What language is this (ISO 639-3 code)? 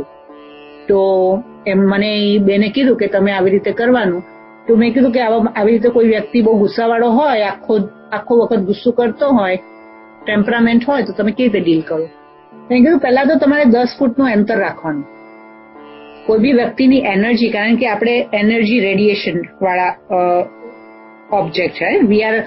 guj